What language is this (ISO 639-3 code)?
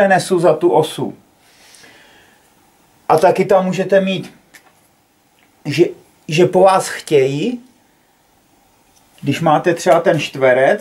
ces